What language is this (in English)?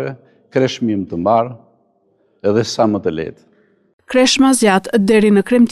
Albanian